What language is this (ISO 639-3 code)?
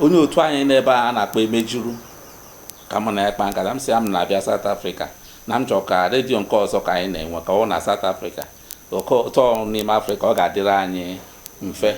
ibo